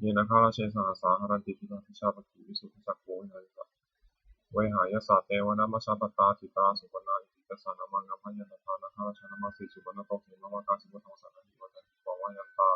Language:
Pali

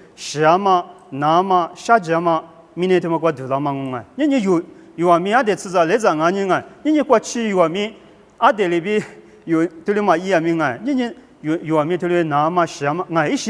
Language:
Lisu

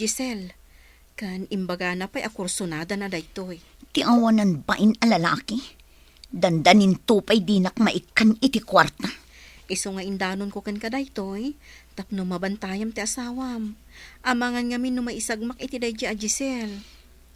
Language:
Iloko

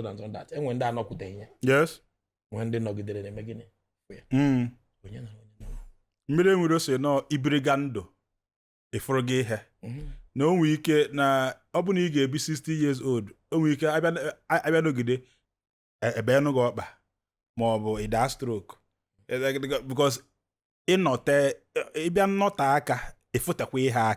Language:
Igbo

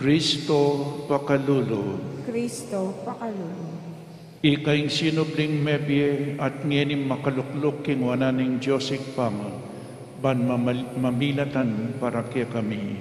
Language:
Pampanga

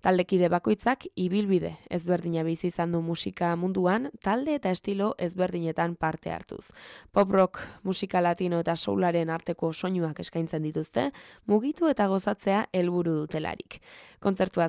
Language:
Basque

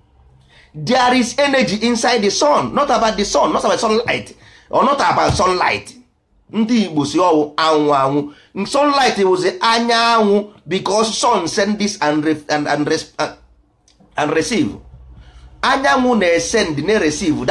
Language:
Igbo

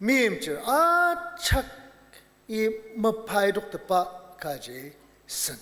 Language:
Ao Naga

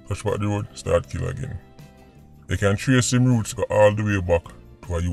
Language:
Jamaican Creole English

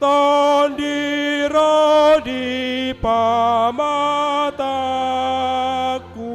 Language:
Batak Toba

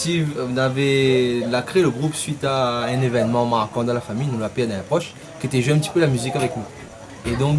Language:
Réunion Creole French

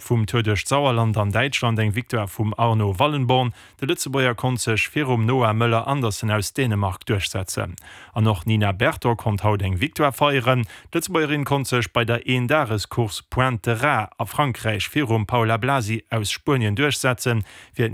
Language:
Luxembourgish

